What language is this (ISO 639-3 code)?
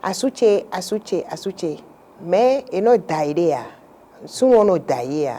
fon